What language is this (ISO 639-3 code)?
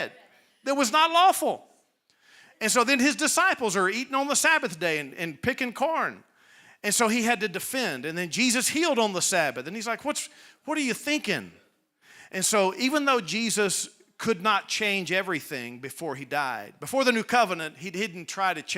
eng